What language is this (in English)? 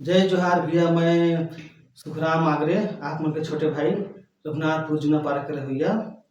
Chhattisgarhi